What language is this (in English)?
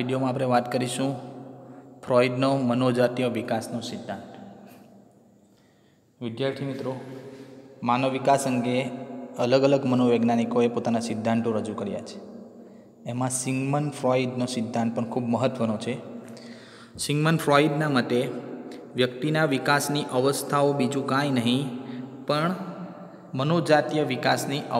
Gujarati